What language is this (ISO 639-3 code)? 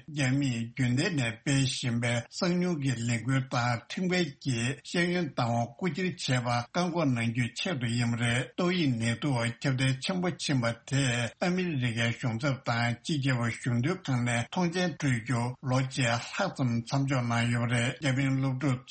bod